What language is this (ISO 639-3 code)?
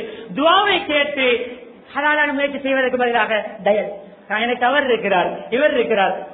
tam